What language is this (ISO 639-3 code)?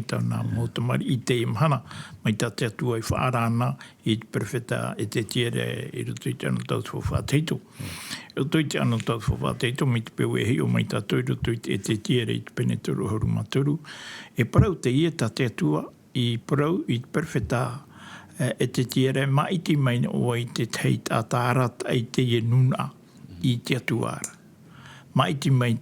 tah